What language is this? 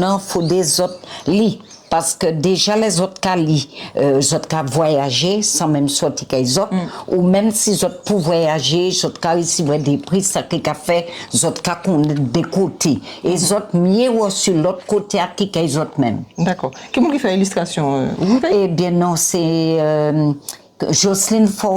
Guadeloupean Creole French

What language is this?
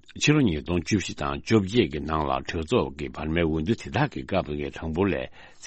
Tibetan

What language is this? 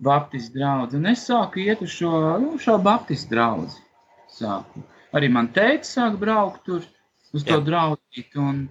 Latvian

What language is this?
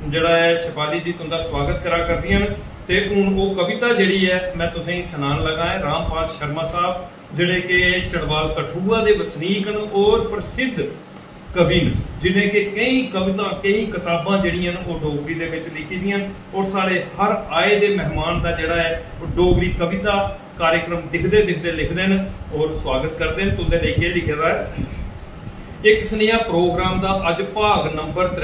Dogri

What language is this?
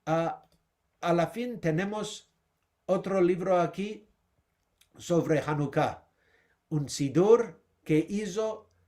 Ladino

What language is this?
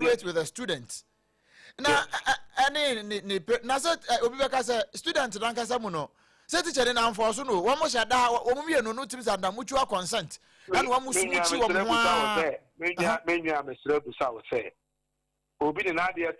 Akan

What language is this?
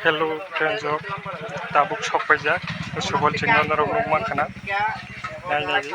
Kok Borok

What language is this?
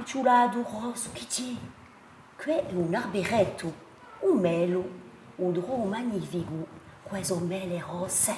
Corsican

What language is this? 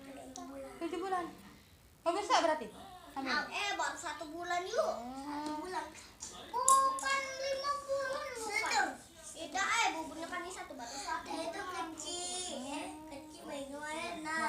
Musi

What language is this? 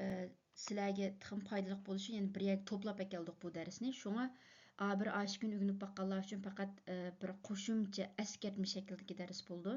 Uyghur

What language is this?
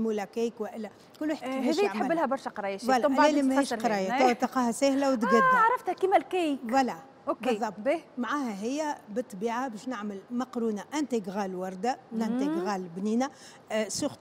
Tunisian Arabic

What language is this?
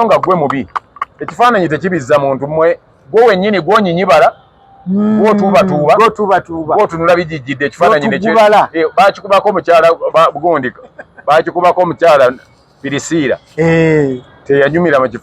Ganda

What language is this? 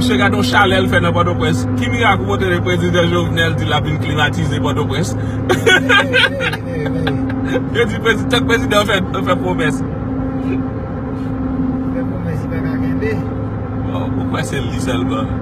Haitian Creole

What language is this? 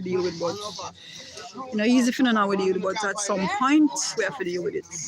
Jamaican Creole English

